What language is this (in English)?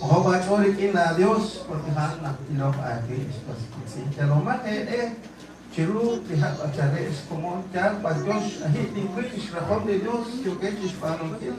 Kekchí